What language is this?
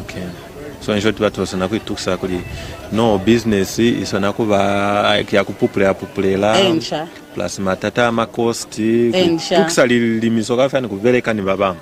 Lozi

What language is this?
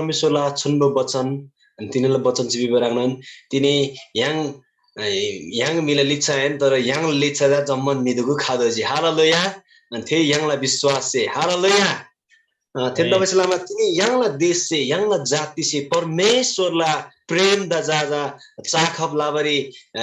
Eastern Tamang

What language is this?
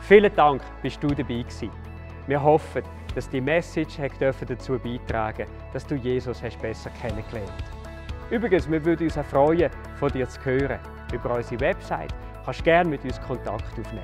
Swiss German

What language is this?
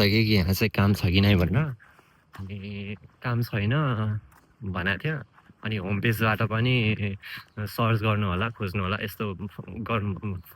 Nepali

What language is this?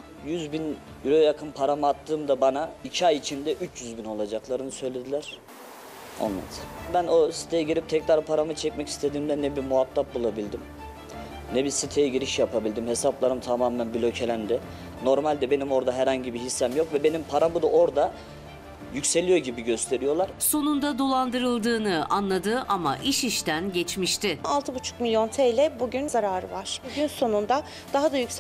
Turkish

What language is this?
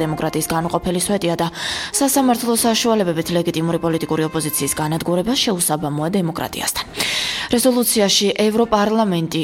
Georgian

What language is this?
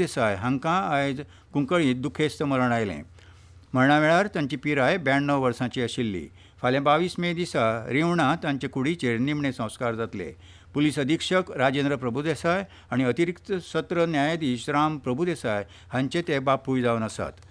Konkani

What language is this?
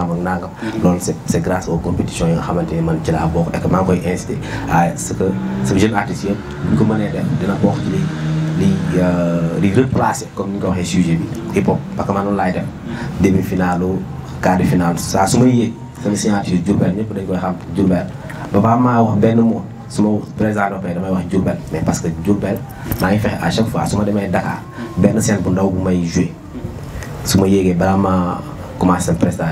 Wolof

